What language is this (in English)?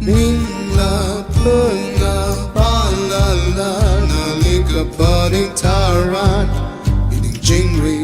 Tangkhul Naga (India)